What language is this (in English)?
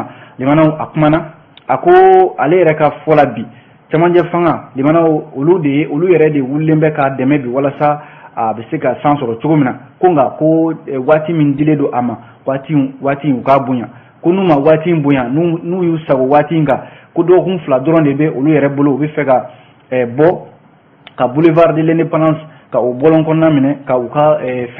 Bambara